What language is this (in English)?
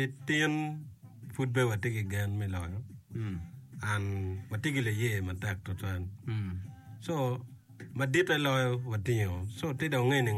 Acoli